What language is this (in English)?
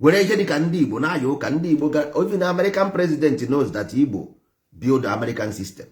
Igbo